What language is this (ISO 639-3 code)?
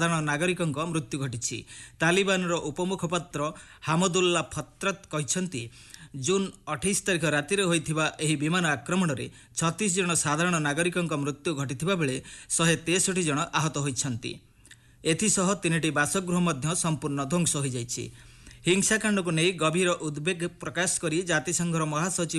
ori